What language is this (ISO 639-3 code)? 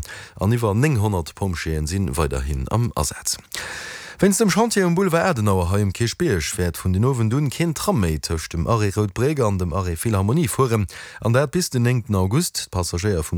ltz